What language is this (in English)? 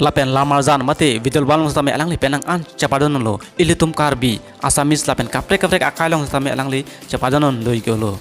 Karbi